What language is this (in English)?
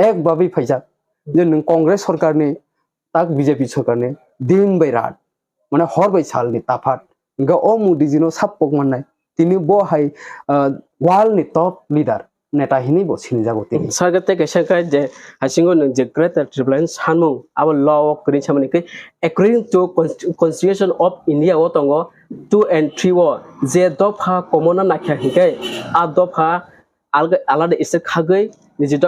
Kok Borok